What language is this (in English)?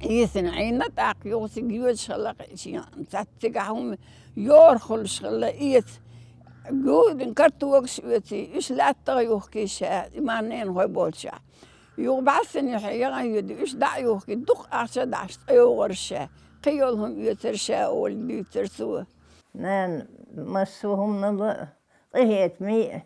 Chechen